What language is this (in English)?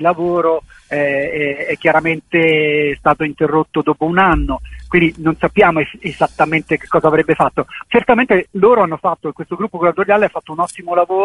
Italian